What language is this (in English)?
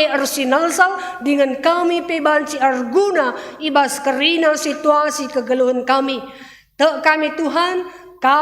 Batak Karo